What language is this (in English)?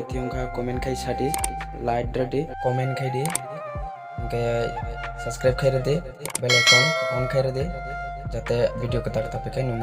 Kok Borok